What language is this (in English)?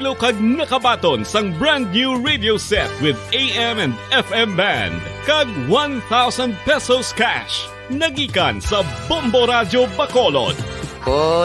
Hiligaynon